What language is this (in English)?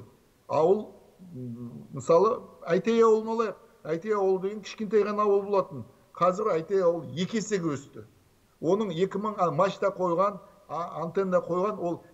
Kazakh